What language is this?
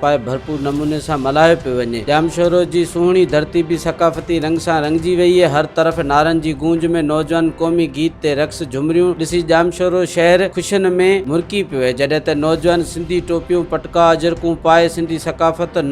Sindhi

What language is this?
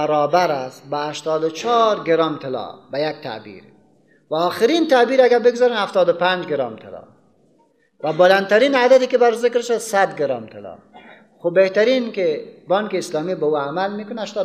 Persian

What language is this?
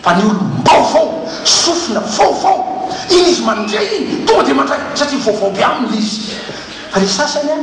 Malagasy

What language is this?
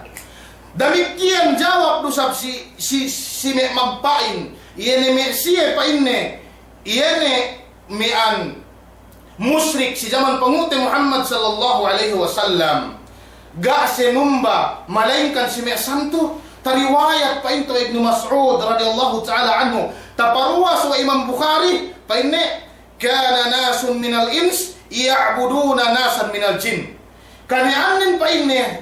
Yakan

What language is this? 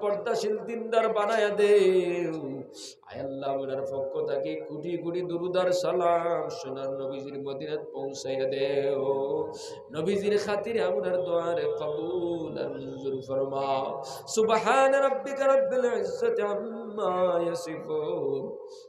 Sylheti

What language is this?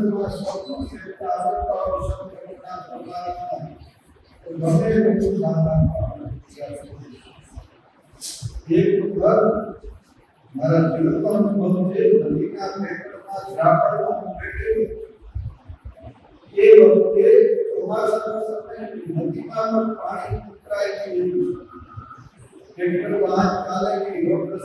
Gujarati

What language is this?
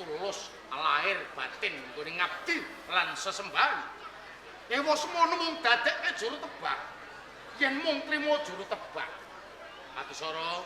Javanese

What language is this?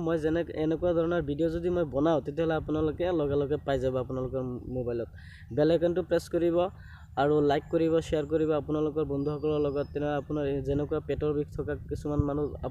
Assamese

